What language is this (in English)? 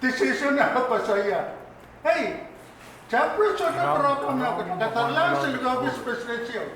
Pohnpeian